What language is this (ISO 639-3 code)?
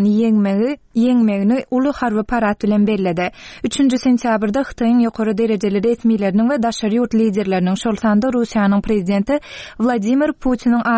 tuk